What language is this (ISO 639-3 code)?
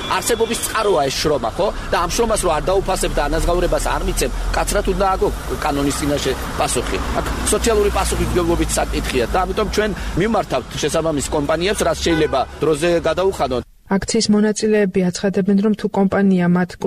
kat